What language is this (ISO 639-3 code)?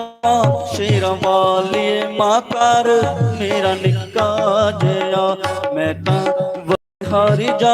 doi